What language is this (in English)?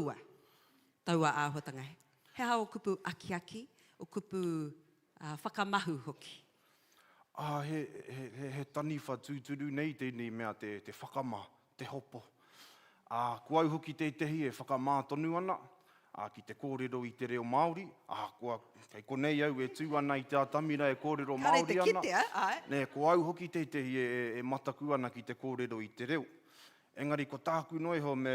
Māori